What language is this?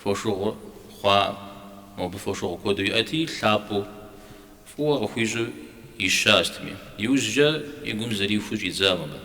Kabardian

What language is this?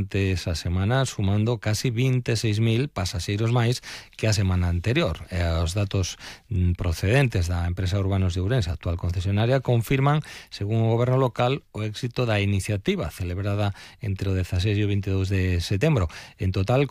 Galician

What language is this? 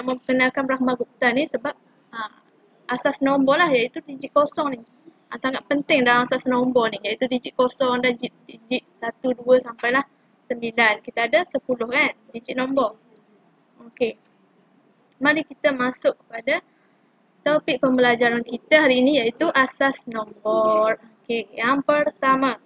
Malay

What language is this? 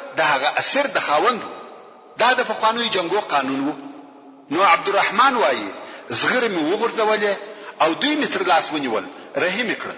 Pashto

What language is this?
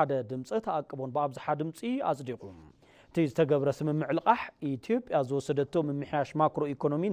Tigrinya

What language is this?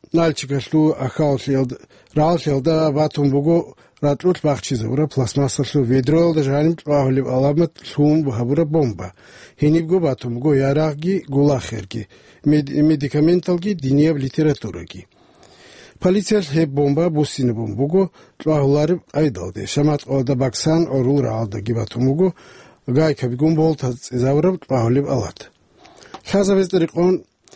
Avaric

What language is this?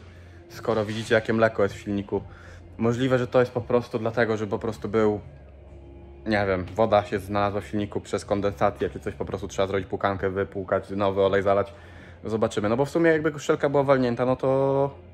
Polish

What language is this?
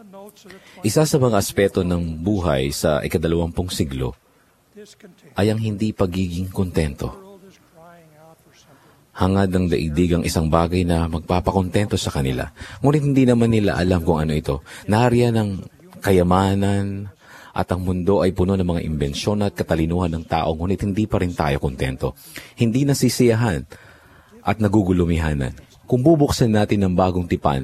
Filipino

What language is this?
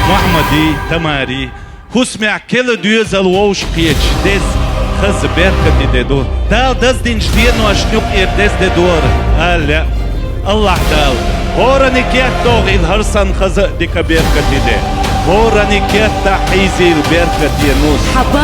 Chechen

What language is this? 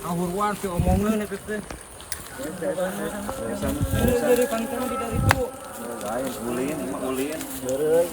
Sundanese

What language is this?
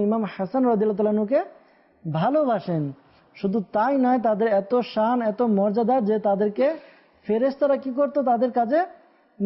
Bangla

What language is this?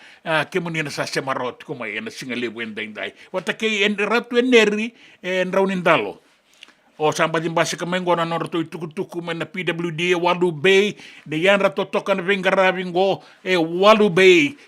Fijian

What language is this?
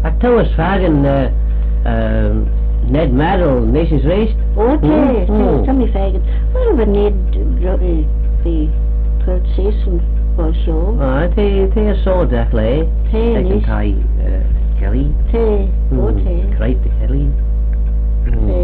Manx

